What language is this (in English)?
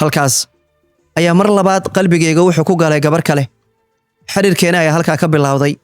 Somali